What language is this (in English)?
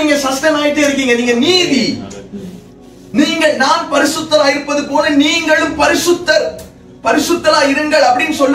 Tamil